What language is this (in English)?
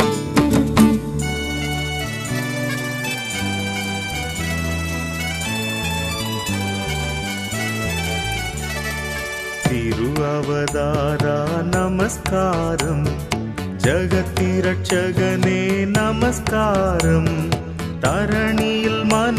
Tamil